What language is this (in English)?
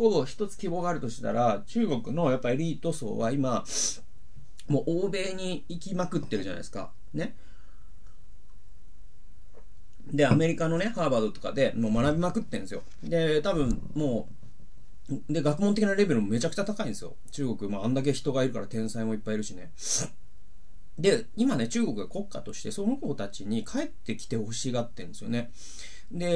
Japanese